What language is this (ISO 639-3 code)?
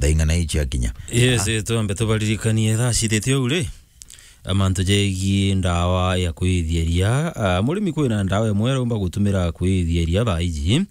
mer